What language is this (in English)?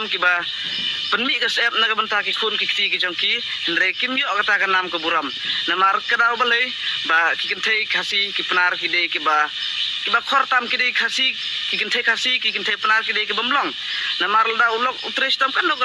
Khasi